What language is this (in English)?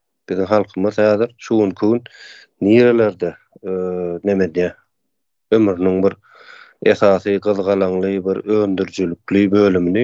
Turkmen